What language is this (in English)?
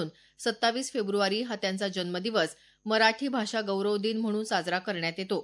Marathi